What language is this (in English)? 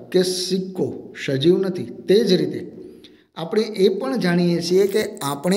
Gujarati